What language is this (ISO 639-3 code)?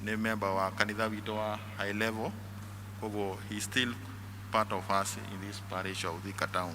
kik